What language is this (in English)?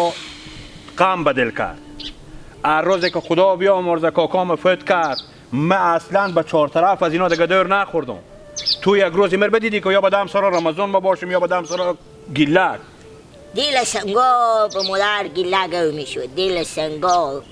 Hazaragi